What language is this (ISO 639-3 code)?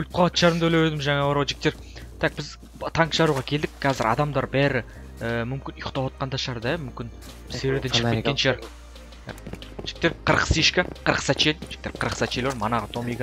kaz